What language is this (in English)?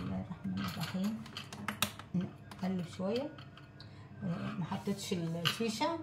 Egyptian Arabic